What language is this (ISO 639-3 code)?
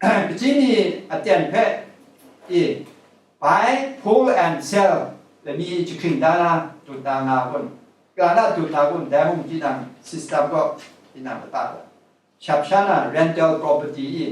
kac